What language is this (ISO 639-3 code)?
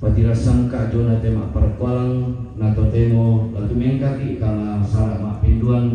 sda